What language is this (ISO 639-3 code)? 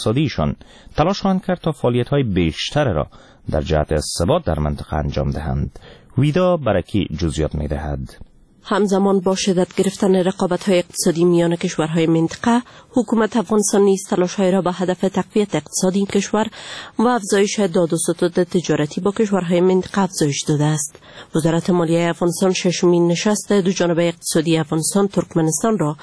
fas